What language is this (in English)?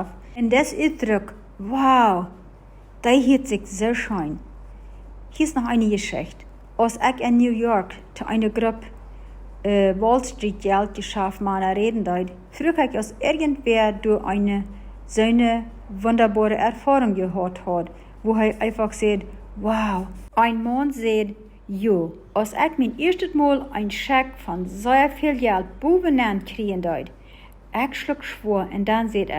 Plautdietsch